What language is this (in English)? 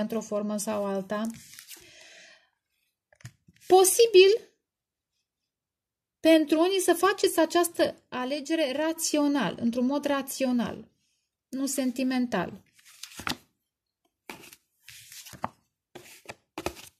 Romanian